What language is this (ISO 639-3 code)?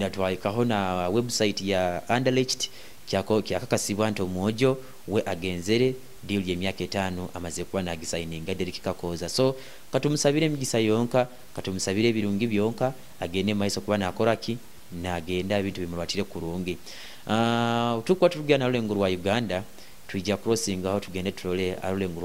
nyo